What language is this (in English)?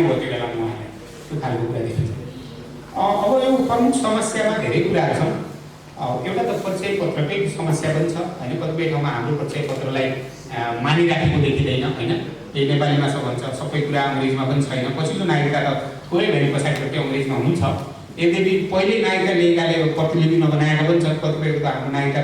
Nepali